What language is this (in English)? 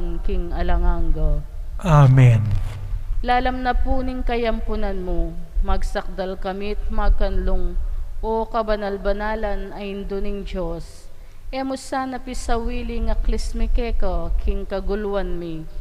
Pampanga